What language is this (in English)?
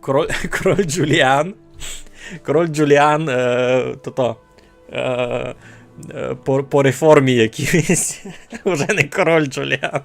Rusyn